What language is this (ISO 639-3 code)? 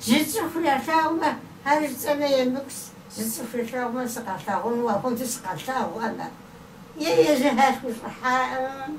kbd